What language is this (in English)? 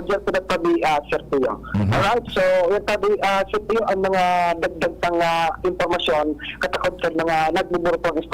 Bikol